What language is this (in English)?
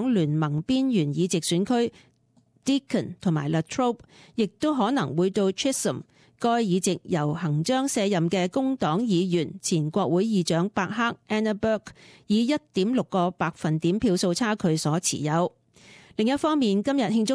Cantonese